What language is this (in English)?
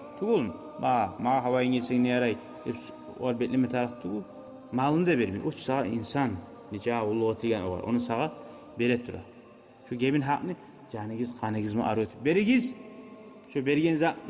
Kumyk